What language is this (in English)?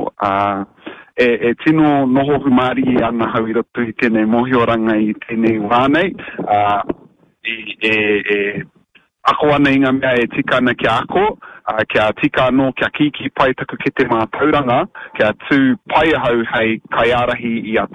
Māori